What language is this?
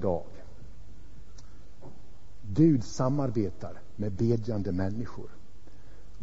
Swedish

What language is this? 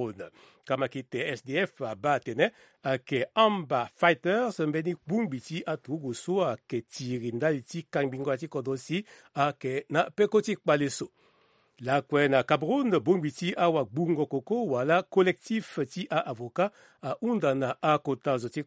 Sango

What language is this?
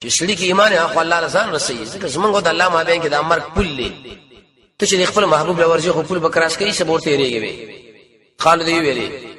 Pashto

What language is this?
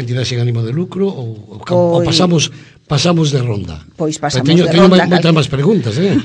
Galician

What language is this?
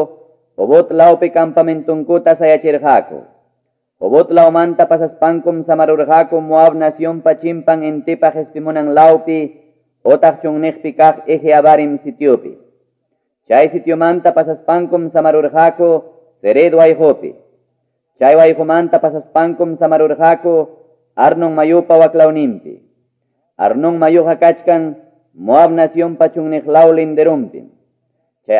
Quechua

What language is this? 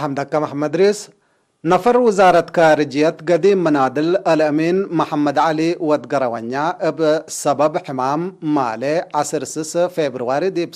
Tigre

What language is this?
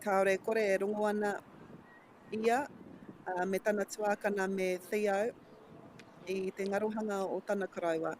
Māori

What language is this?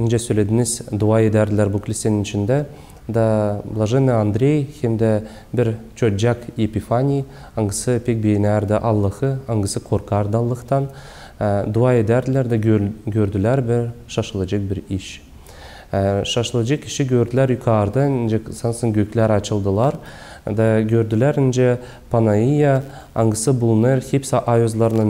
Gagauz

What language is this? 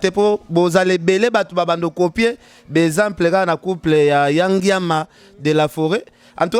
Lingala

